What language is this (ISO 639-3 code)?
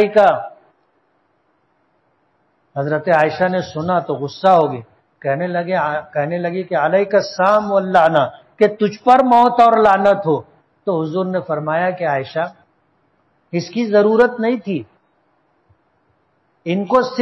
urd